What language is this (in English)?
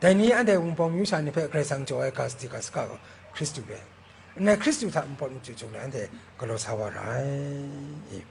Kachin